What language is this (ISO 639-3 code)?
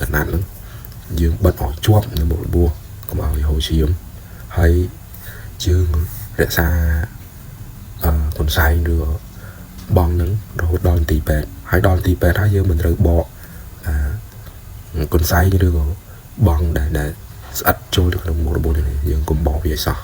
khm